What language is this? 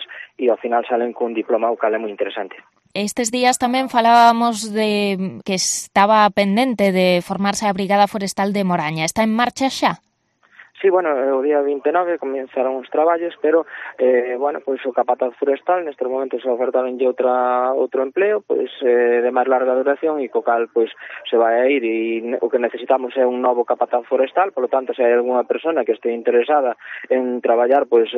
Galician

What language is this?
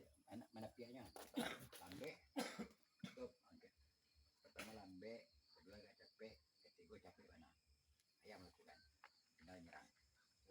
Minangkabau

